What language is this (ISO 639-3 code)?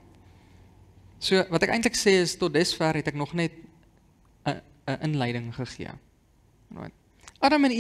afr